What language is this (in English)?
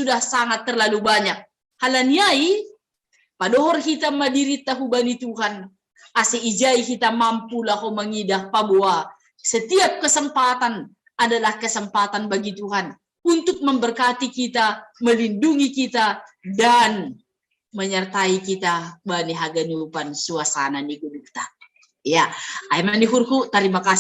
Batak Simalungun